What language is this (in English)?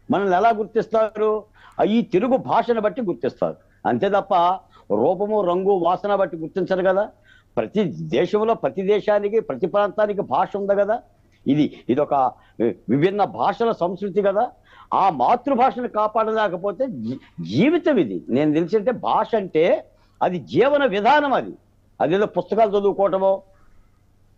Telugu